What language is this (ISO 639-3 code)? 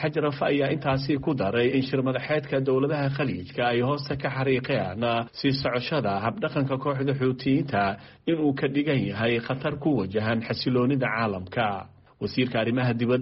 som